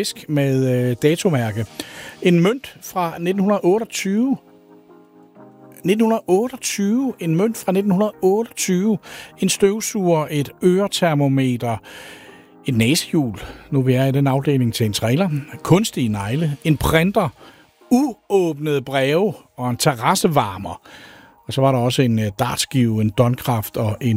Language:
Danish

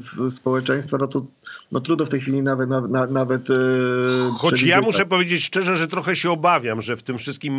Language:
Polish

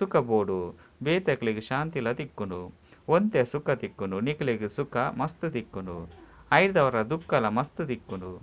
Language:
Tulu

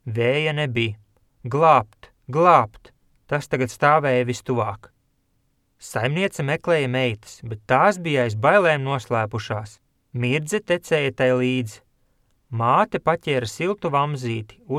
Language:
Latvian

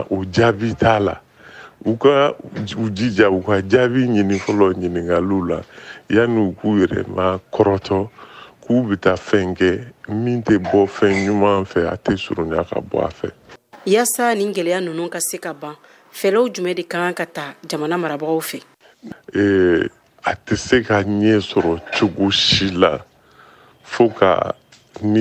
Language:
Bambara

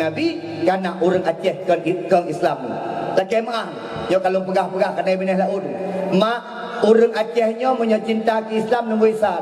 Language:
Achinese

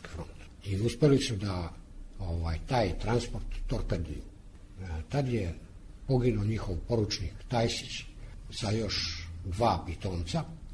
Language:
Serbian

